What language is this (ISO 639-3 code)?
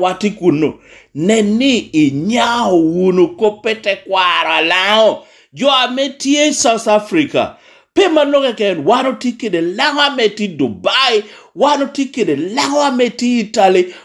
laj